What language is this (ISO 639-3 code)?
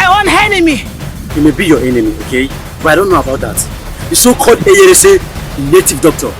pcm